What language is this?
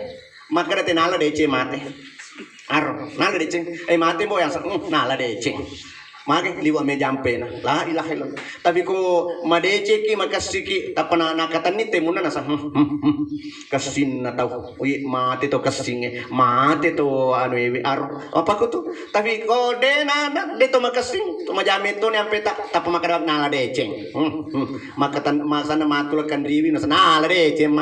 Buginese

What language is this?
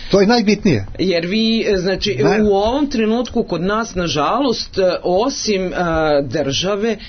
Serbian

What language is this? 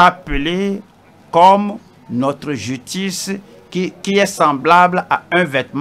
French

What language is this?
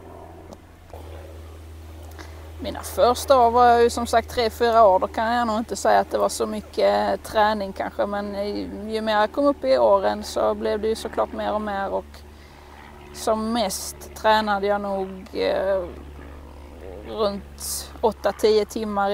Swedish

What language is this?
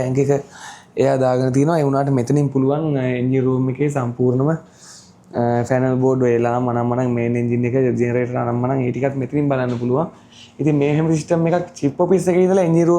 Sinhala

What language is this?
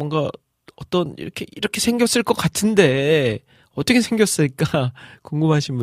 Korean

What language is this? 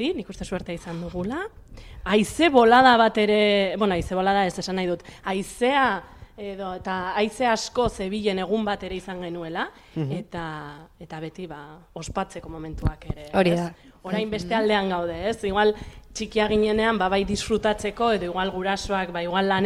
Basque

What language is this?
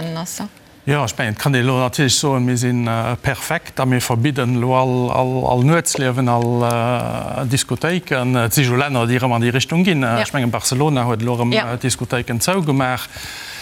Luxembourgish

